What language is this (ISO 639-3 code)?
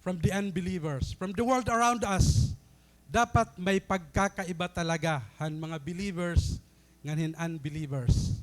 war